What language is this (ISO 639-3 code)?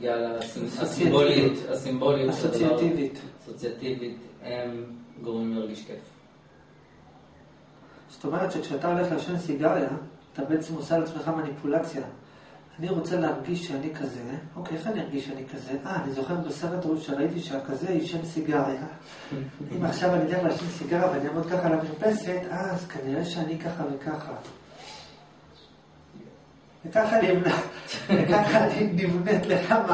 heb